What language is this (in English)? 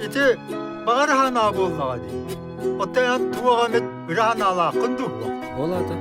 Yakut